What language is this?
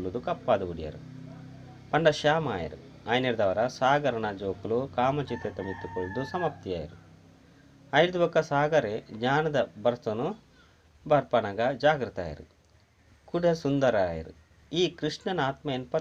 Tulu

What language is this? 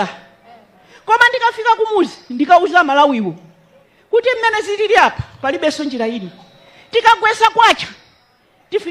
Nyanja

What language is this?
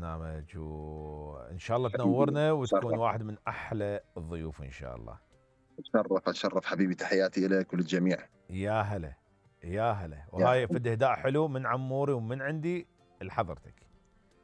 Mesopotamian Arabic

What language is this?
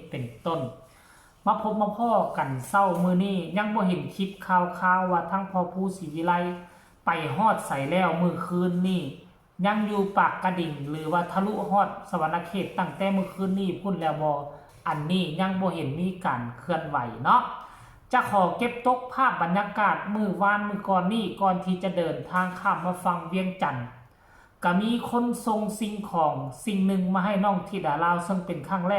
Lao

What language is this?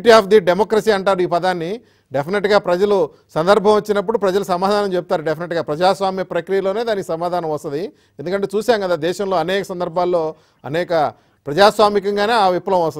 Telugu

